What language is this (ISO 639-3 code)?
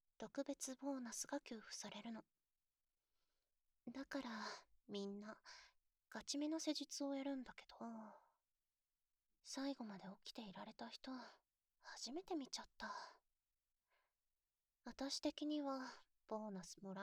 jpn